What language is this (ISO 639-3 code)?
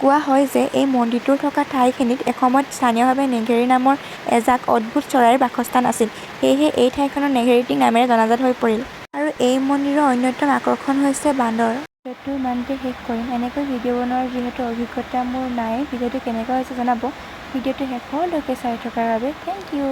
asm